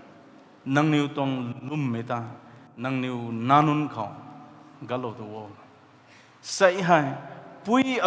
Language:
Rongmei Naga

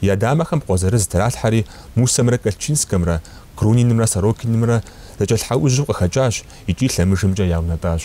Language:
Kabardian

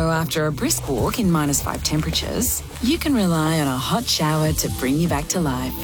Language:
English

